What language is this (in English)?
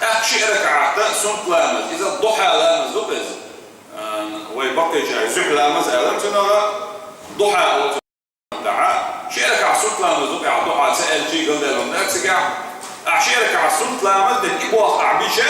Chechen